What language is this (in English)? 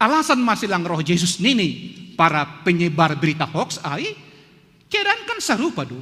Batak Simalungun